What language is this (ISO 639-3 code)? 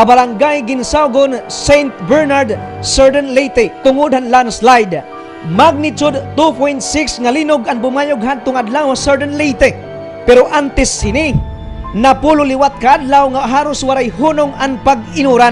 war